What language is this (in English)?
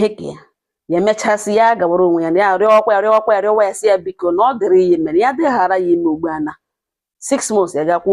Igbo